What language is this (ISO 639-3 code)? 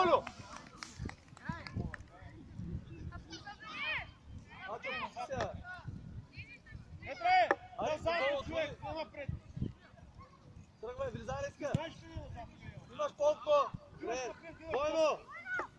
bul